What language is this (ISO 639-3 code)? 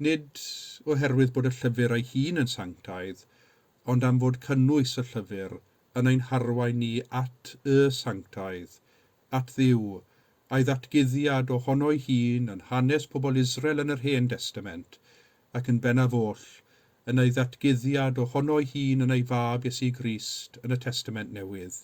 cym